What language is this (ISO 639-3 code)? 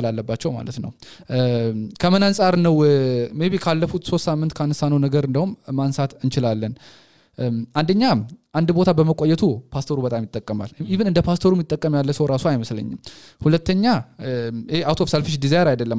amh